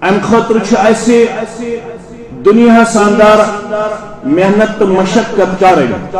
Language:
Kashmiri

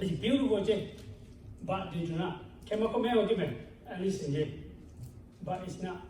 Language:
Lahu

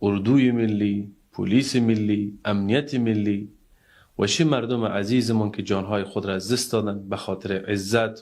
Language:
Tajik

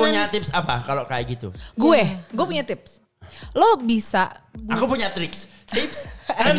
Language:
Indonesian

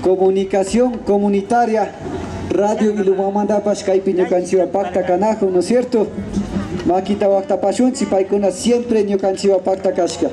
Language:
Imbabura Highland Quichua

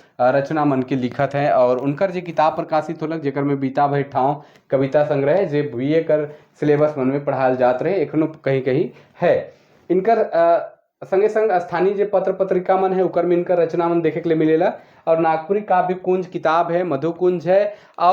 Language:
Sadri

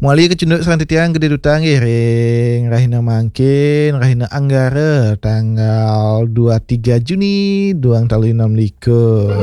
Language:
Balinese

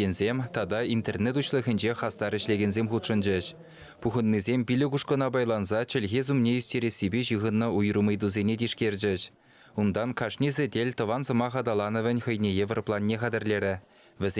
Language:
Chuvash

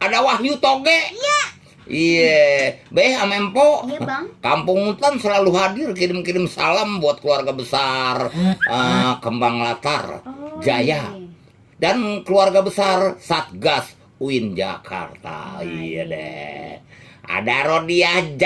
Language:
Betawi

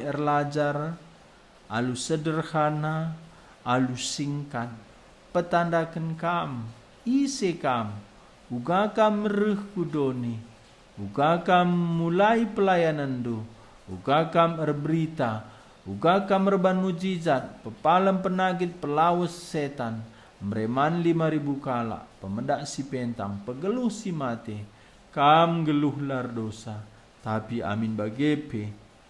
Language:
Batak Karo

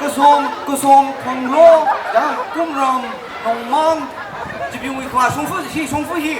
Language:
Tangkhul Naga (India)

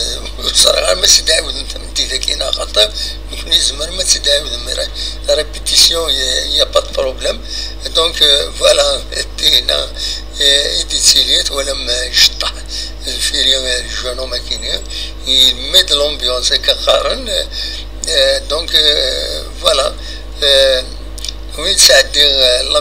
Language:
Kabyle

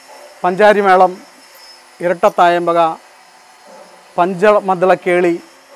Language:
Malayalam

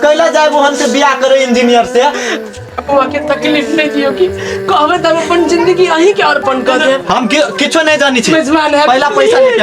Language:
Maithili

